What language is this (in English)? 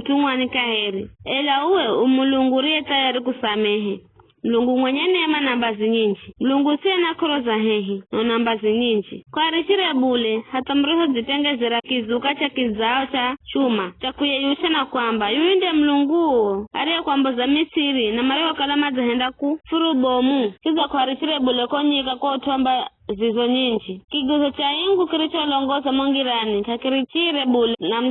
Giryama